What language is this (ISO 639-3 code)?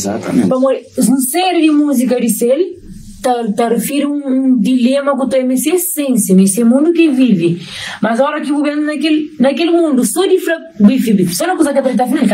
kea